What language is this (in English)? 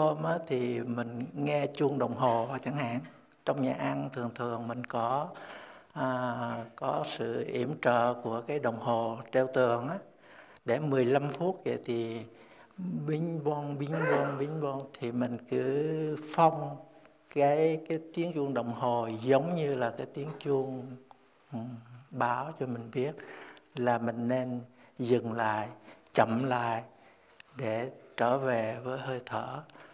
Vietnamese